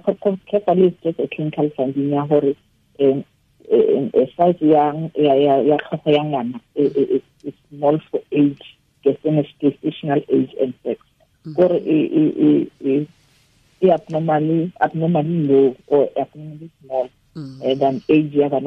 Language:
Tswana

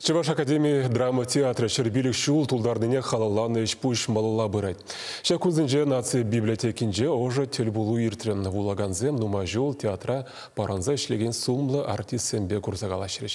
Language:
Chuvash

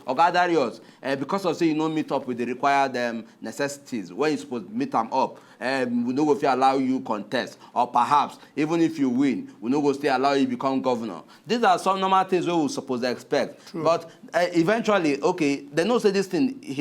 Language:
Nigerian Pidgin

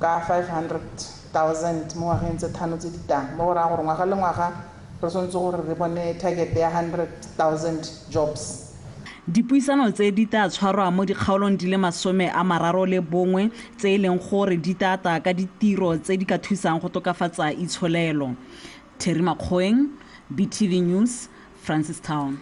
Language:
Tswana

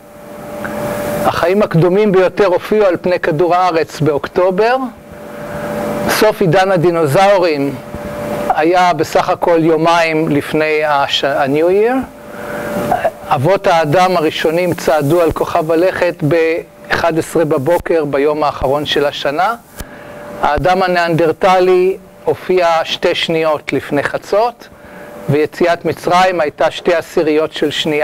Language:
Hebrew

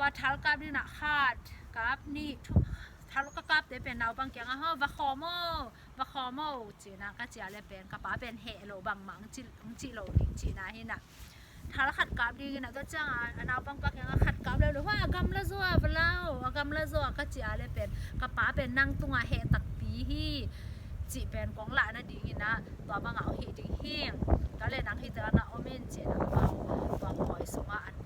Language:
Tedim Chin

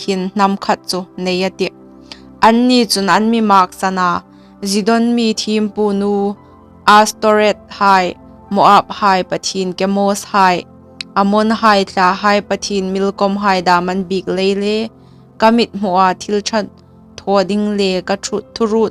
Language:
Hmar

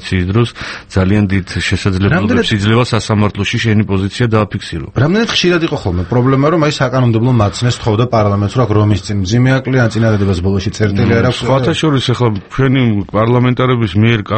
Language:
Georgian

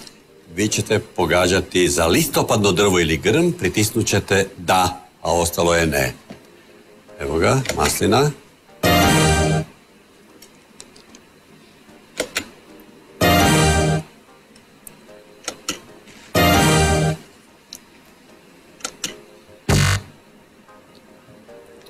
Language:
Croatian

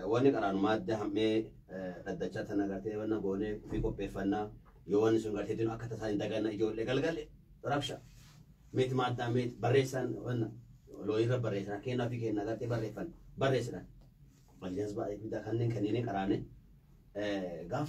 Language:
Oromo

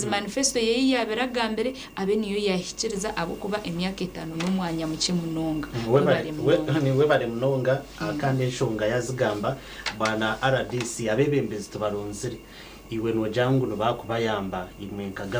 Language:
Nyankole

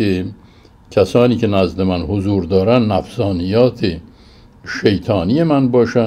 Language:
Persian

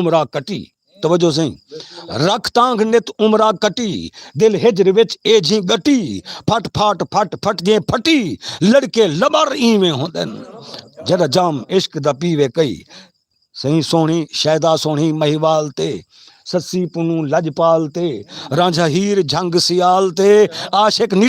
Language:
Saraiki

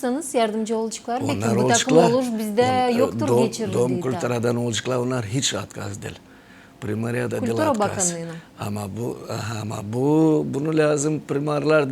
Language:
Gagauz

